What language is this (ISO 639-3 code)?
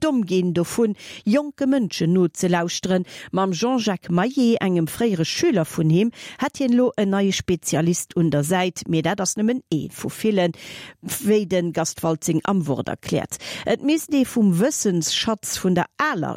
ltz